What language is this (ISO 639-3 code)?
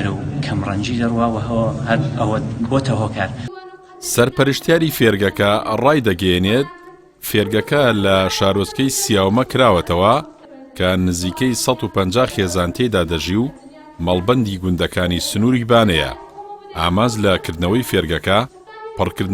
ckb